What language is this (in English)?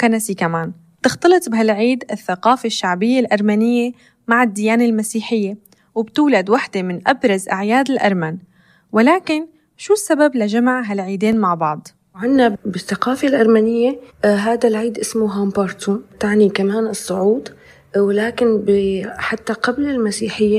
North Levantine Arabic